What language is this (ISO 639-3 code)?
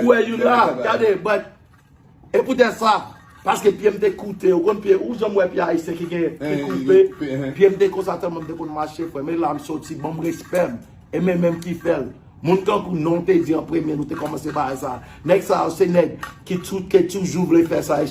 hat